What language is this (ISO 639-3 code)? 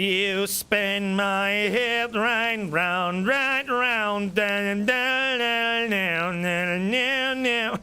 bar